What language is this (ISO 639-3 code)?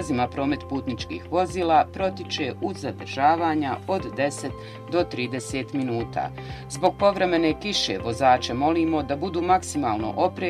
bos